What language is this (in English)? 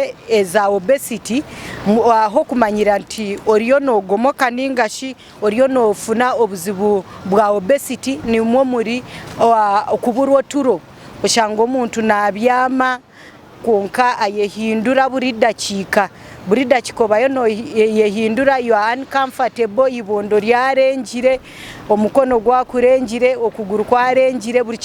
Nyankole